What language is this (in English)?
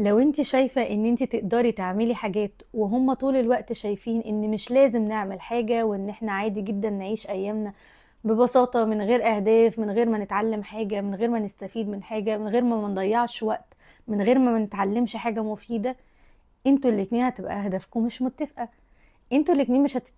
Egyptian Arabic